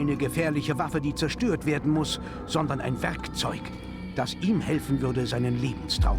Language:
Bavarian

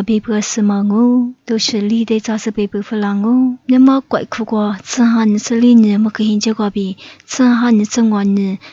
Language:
Lisu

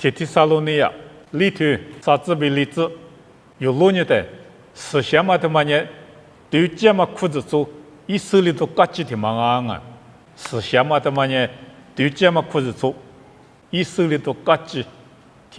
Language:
Lisu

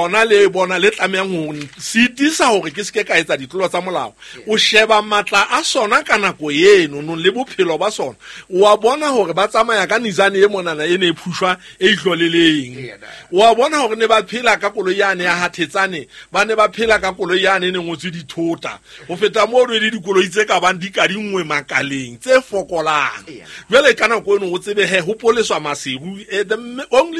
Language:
Southern Sotho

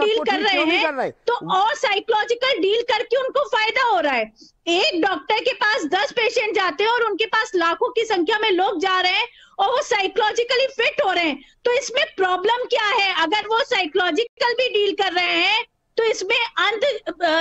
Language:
Hindi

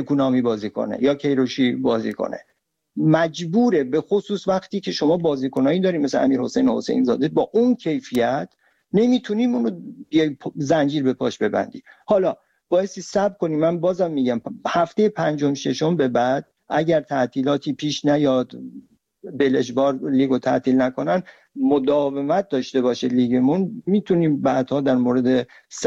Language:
Persian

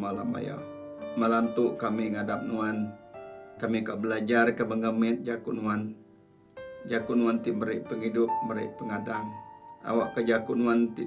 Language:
Iban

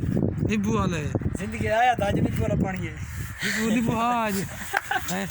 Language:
Saraiki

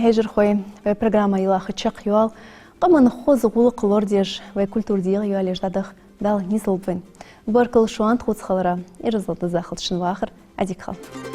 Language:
Ingush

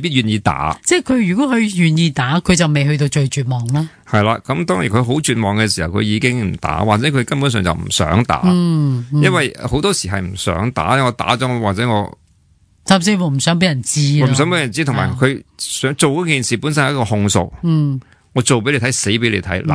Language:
Cantonese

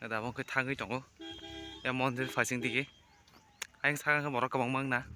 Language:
Kok Borok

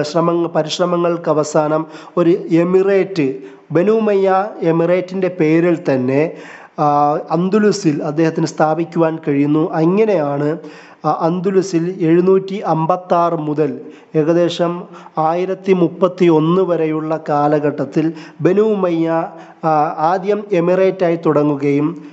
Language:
Malayalam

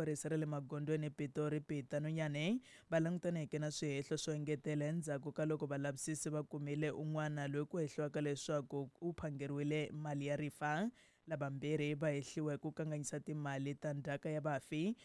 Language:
Tsonga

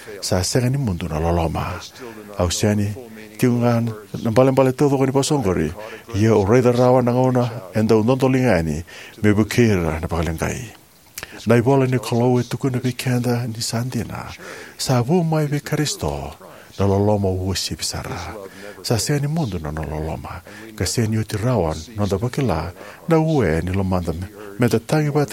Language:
Fijian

